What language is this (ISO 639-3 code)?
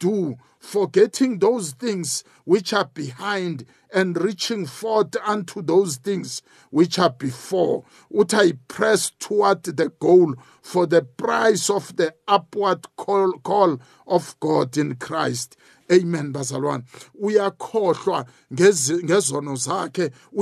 nbl